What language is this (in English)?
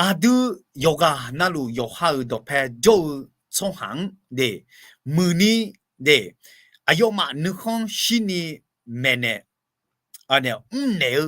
Akha